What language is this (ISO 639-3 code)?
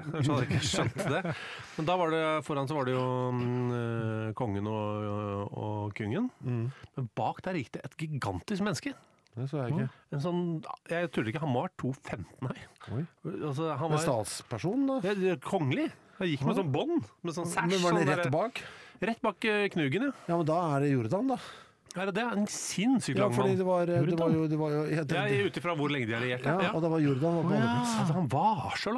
nor